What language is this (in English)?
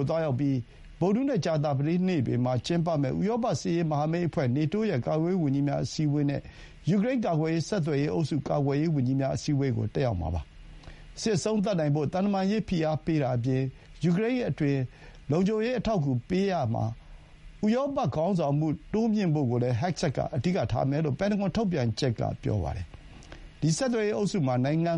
Burmese